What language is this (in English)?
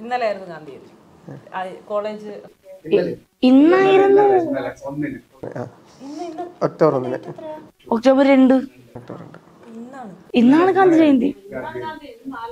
Malayalam